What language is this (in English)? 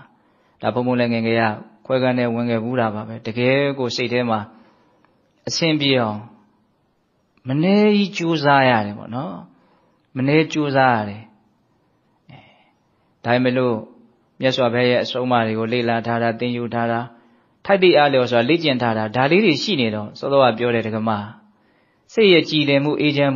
Burmese